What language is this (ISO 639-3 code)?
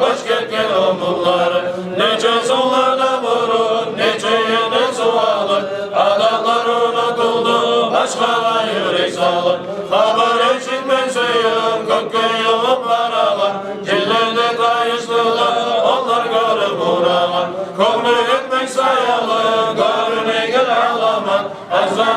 kum